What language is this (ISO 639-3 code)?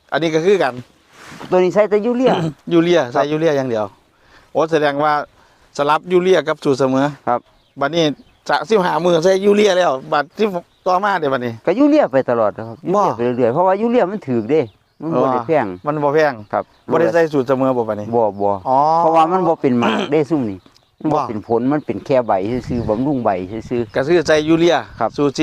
tts